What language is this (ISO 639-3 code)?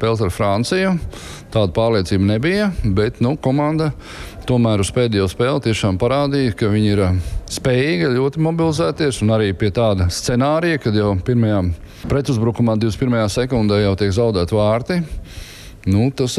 lav